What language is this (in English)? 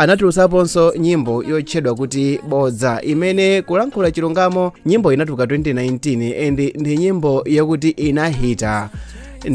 Nyanja